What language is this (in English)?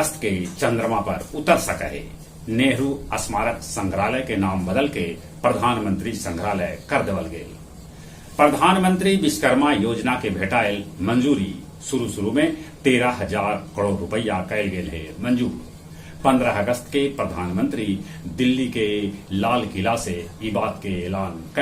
Magahi